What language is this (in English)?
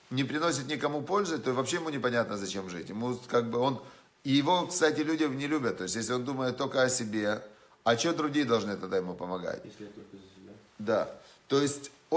Russian